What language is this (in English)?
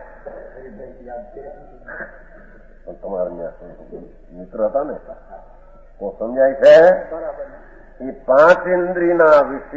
Gujarati